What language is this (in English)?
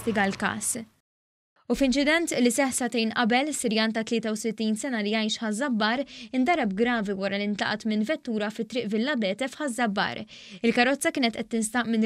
Maltese